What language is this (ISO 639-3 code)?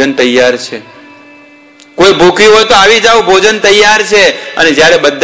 guj